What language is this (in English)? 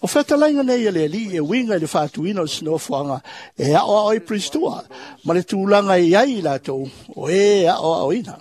Samoan